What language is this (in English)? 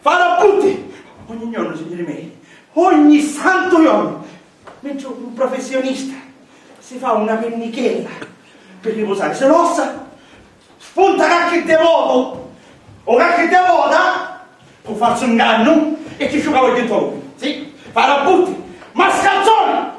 Sicilian